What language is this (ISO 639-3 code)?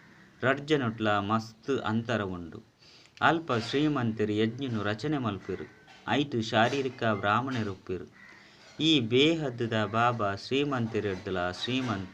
tcy